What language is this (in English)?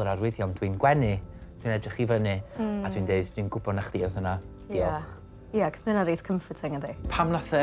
Welsh